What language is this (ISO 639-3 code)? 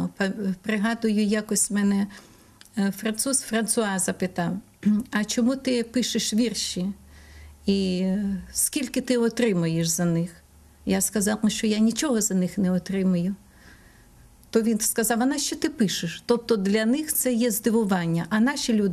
ukr